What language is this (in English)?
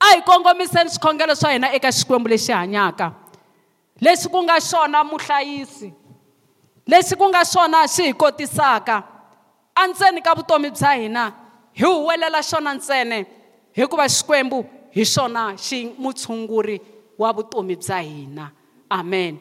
Tsonga